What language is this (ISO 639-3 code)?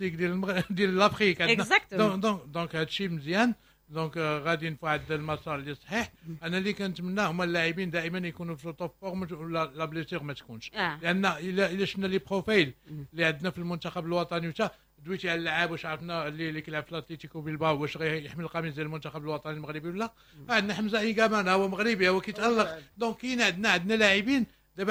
ary